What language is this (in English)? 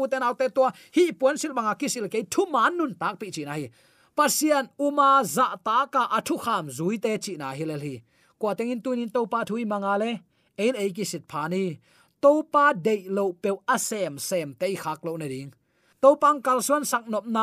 Tedim Chin